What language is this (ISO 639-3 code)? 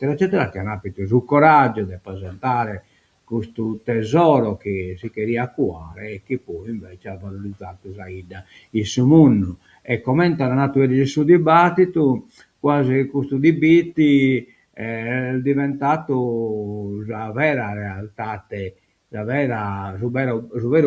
srd